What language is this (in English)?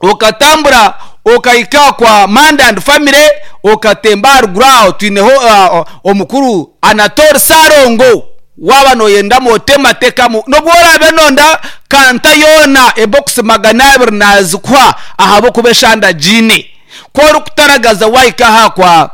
Nyankole